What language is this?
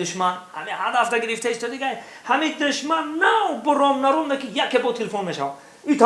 Tajik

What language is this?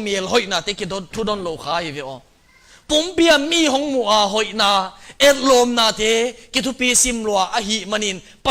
Tedim Chin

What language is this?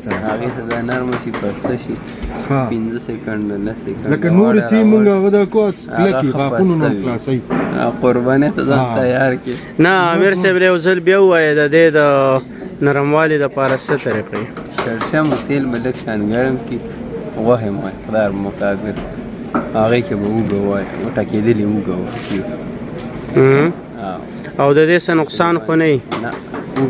Pashto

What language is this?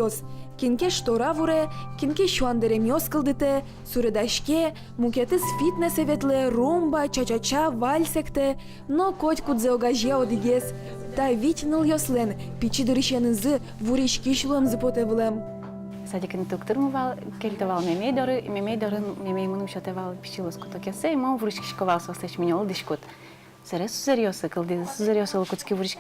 Udmurt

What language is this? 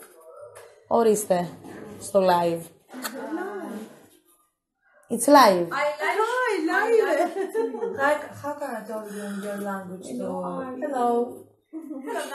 Greek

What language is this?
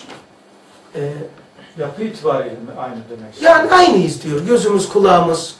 Turkish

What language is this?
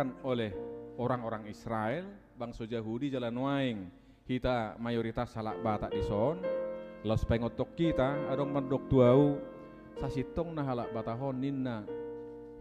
Batak Toba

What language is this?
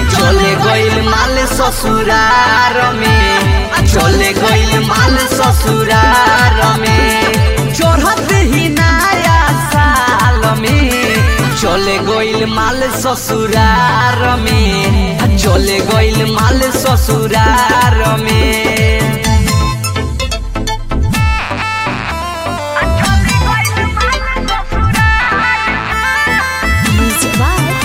Bhojpuri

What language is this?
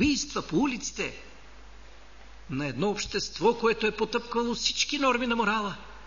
Bulgarian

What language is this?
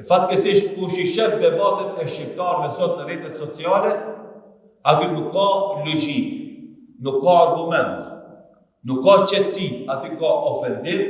Albanian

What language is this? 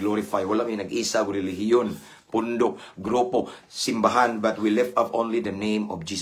Cebuano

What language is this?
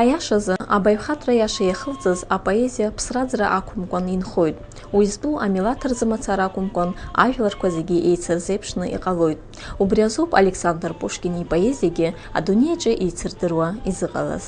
Abkhazian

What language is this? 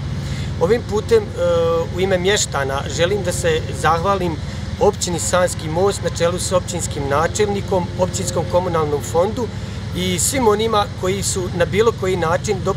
Bosnian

